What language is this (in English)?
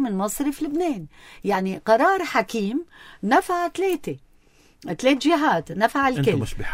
North Levantine Arabic